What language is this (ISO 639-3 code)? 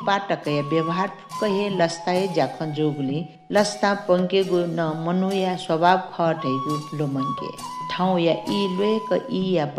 new